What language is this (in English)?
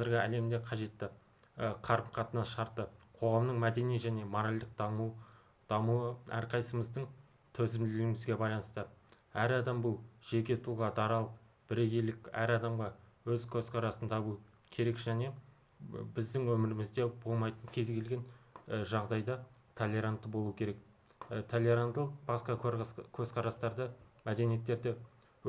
Kazakh